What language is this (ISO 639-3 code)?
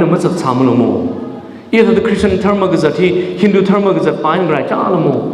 nmf